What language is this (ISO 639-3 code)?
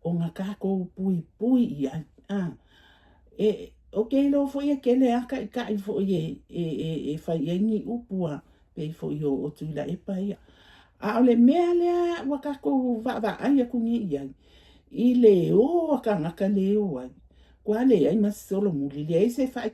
smo